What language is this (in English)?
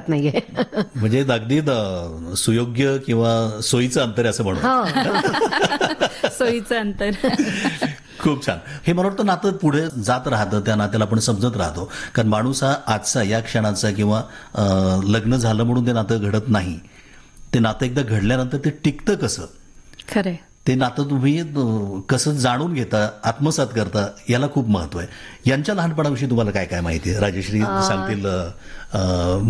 Marathi